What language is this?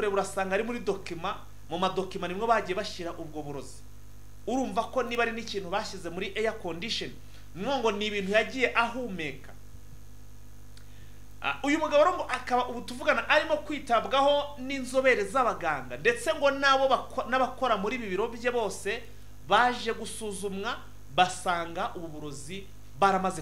Kinyarwanda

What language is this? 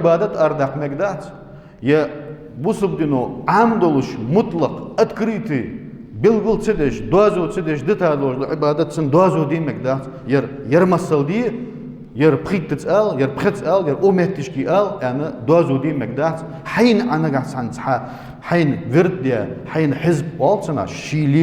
Ingush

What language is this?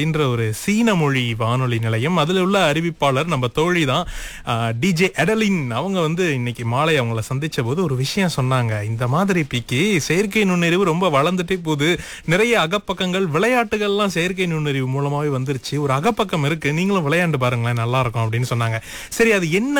Tamil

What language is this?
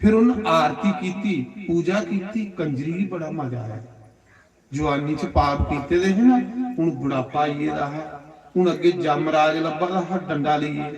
Dogri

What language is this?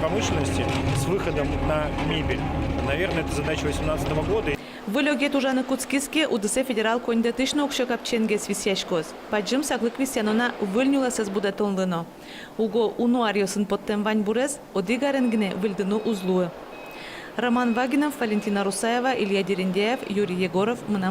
Udmurt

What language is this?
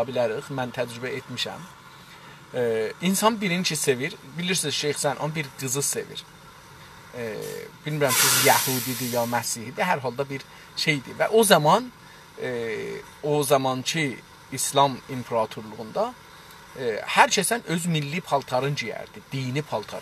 South Azerbaijani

